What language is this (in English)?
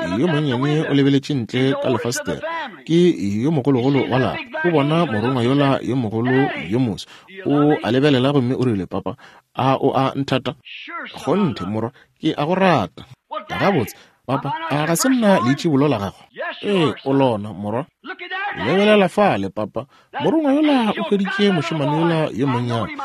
Northern Sotho